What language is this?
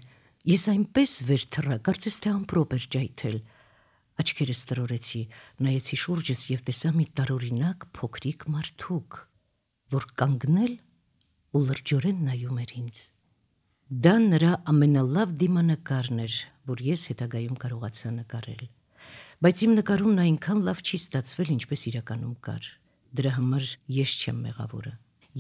Armenian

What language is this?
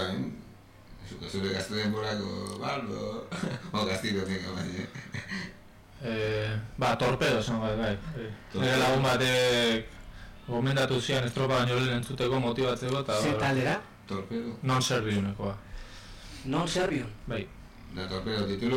Basque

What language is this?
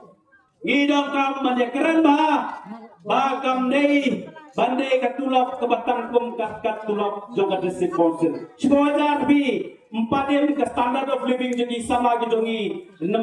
Khasi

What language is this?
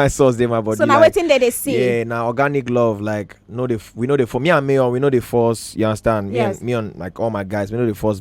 Nigerian Pidgin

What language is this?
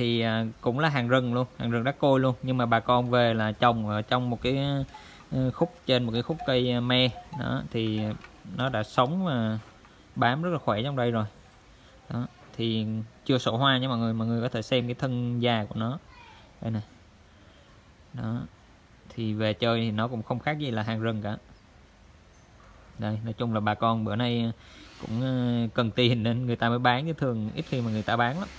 Vietnamese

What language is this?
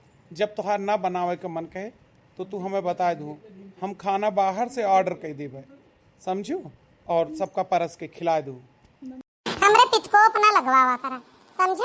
Awadhi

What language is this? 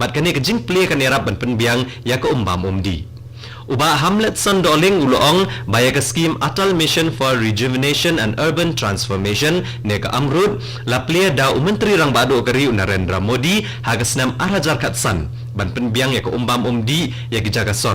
Khasi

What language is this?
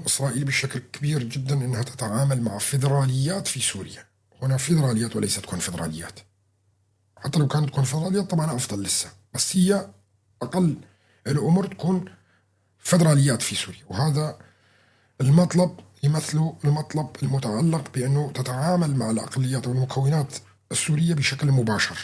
North Levantine Arabic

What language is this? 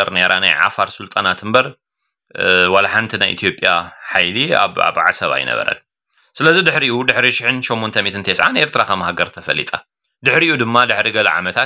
Tigrinya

